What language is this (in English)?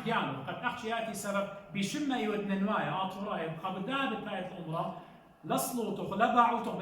Assyrian Neo-Aramaic